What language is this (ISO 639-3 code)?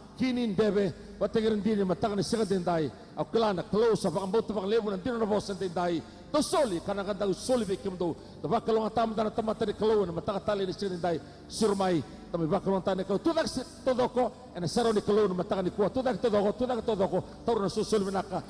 fij